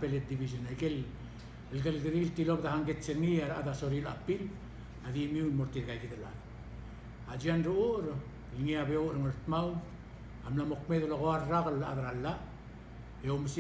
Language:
Palauan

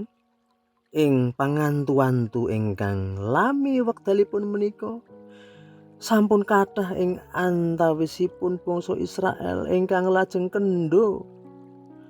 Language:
Javanese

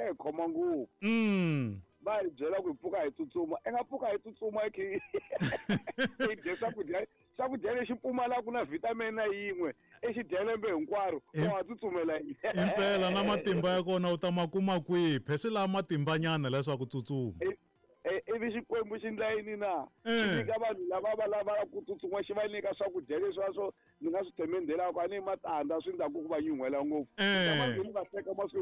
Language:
Tsonga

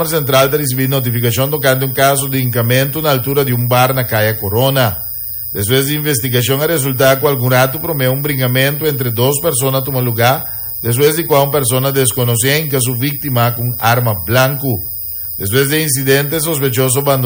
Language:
Papiamento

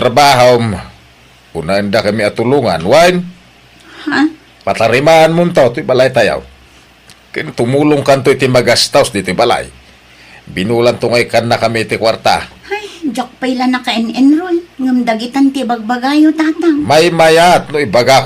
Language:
Iloko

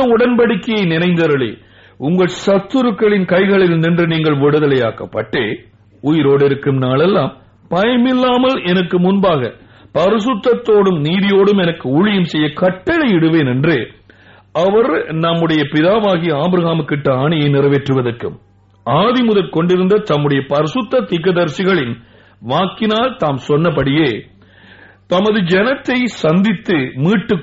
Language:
Tamil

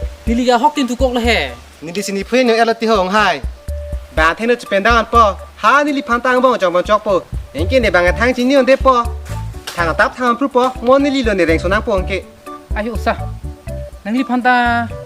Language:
Karbi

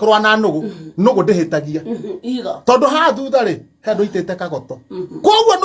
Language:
Kikuyu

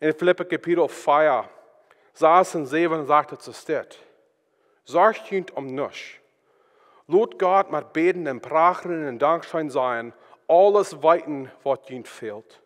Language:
Plautdietsch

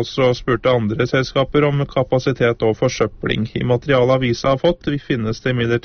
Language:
Norwegian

